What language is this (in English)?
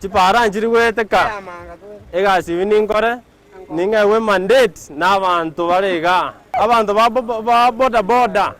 Gusii